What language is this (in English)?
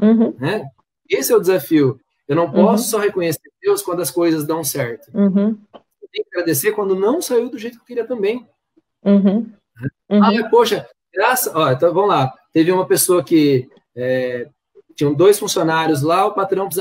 Portuguese